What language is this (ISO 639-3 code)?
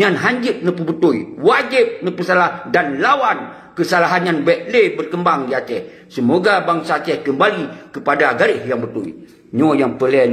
ace